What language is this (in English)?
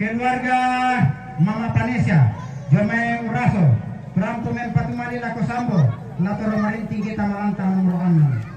Toraja-Sa'dan